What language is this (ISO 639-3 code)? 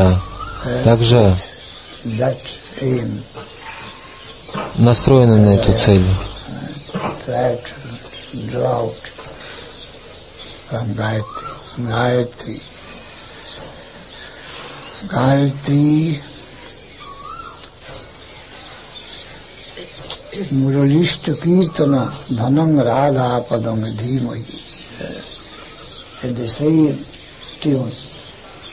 rus